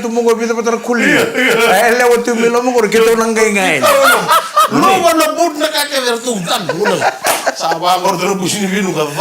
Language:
Fijian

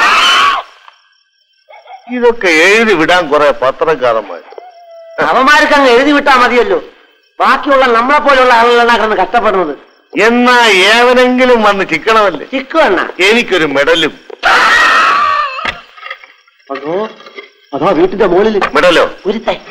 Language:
Malayalam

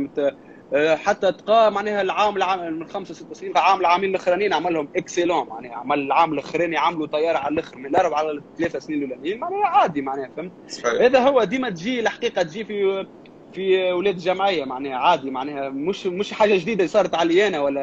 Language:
Tunisian Arabic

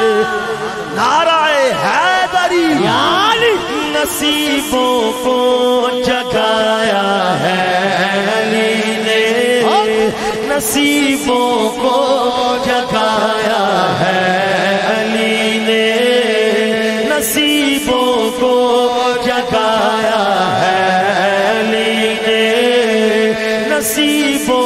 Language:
Urdu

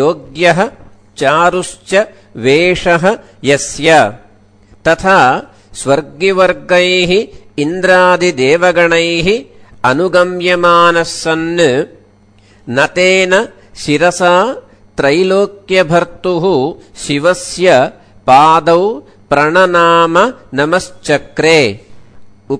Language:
Sanskrit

